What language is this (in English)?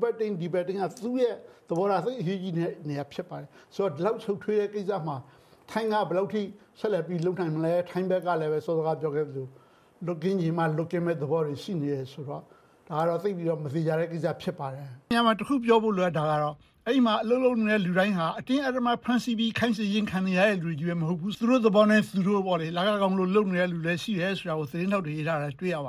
Burmese